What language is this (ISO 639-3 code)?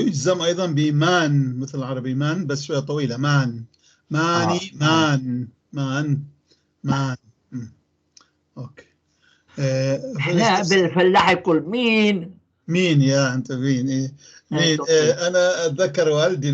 apc